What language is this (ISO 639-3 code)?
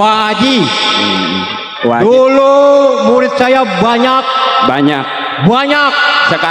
bew